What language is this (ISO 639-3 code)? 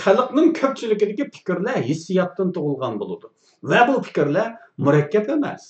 uig